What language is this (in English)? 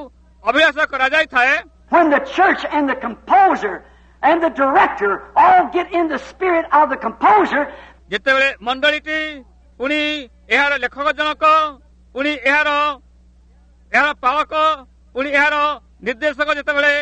Odia